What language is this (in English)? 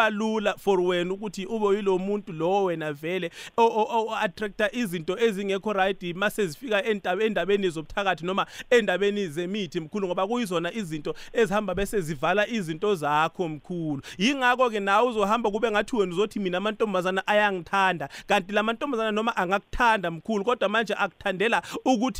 South Ndebele